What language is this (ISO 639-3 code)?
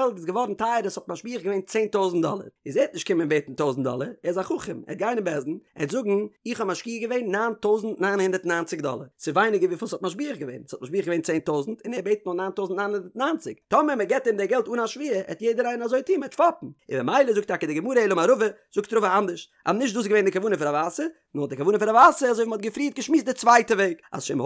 yid